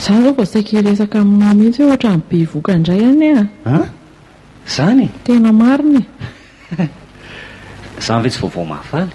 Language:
Malagasy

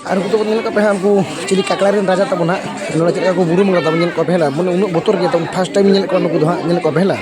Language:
Santali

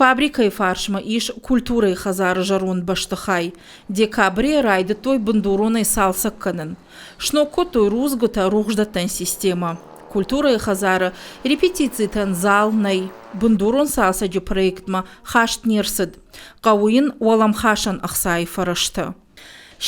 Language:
Ossetic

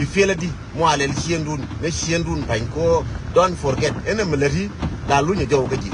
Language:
Nuer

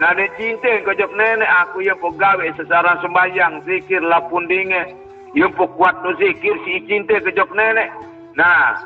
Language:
Sasak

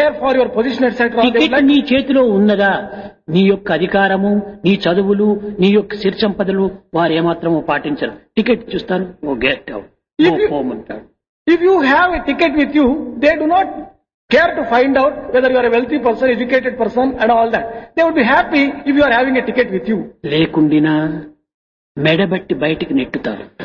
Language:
Telugu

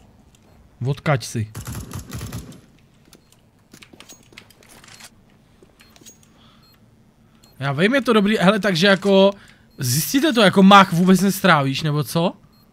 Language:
Czech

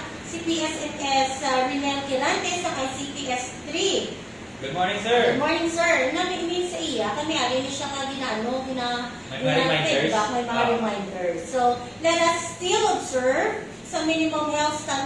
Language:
Hiligaynon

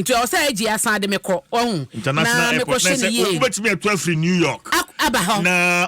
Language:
Akan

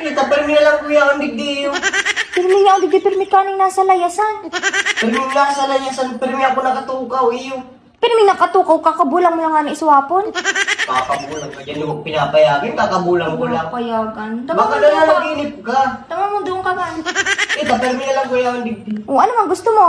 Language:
Bikol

